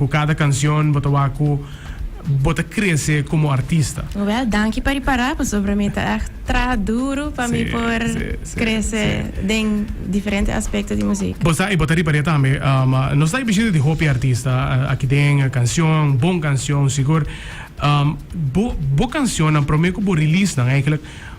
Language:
Papiamento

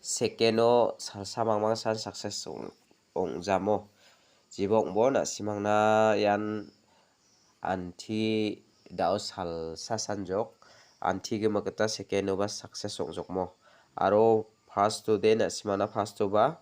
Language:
Garo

